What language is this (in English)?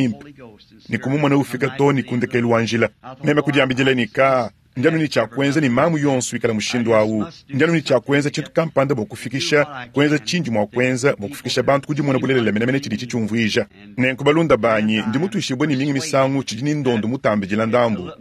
Luba-Lulua